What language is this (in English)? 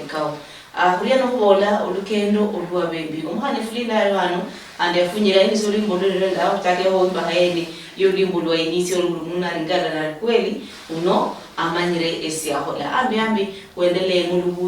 Luyia